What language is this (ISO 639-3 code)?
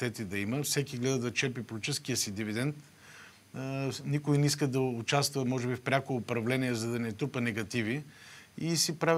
bul